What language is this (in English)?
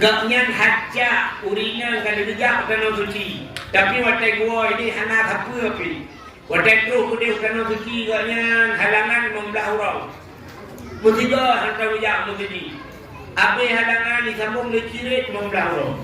Achinese